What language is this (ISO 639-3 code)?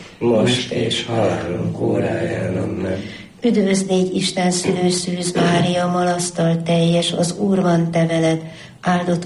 hun